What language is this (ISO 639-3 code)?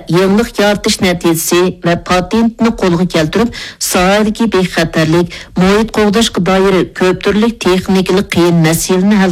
uig